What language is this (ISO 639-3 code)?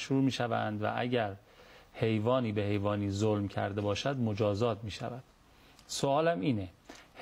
fas